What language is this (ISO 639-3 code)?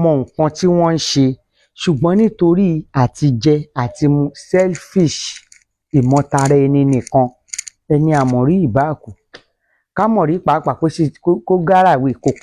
yor